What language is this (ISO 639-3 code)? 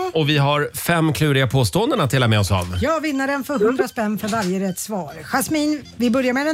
swe